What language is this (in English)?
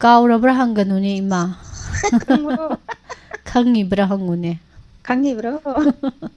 Manipuri